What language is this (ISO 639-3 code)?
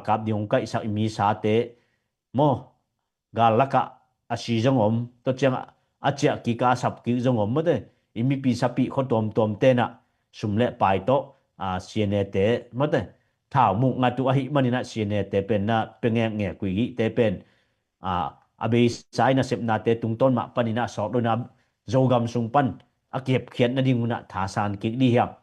ctd